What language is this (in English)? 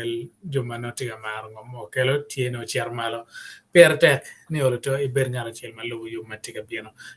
Acoli